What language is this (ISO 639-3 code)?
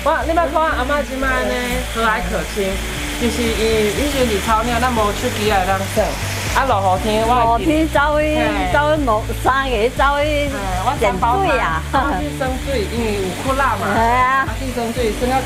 nan